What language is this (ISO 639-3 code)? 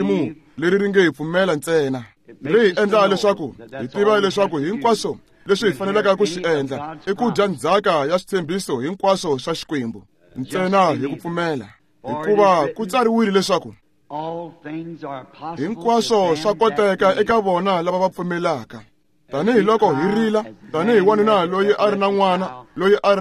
tso